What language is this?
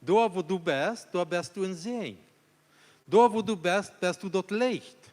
Plautdietsch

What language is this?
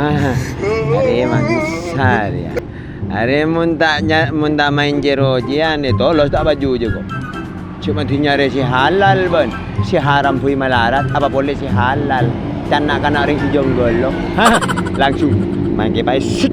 Madurese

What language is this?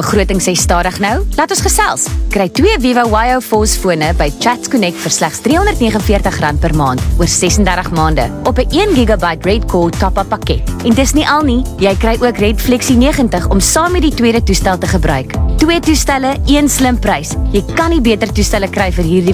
Afrikaans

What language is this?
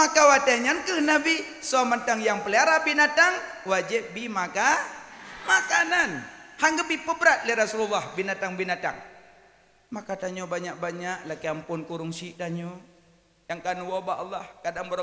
Achinese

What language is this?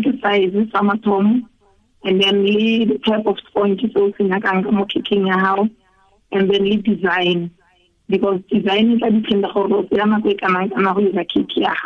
Tswana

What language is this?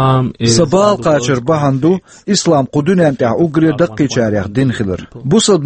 Chechen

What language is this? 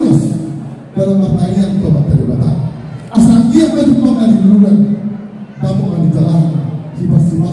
Batak Toba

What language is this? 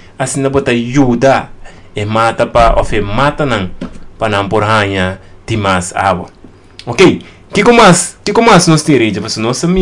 Papiamento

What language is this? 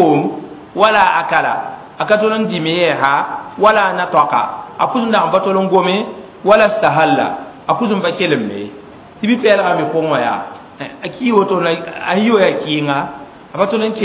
Mossi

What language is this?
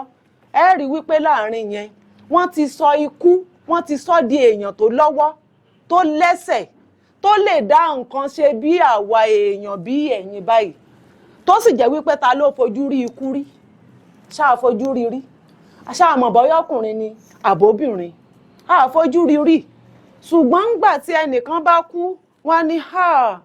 Yoruba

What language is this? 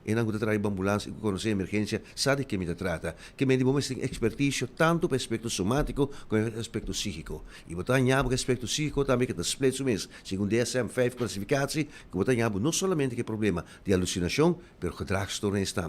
Papiamento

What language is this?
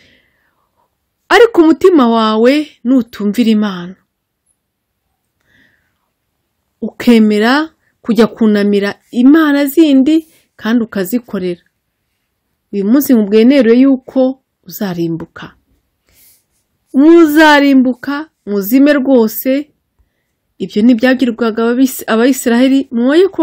Kinyarwanda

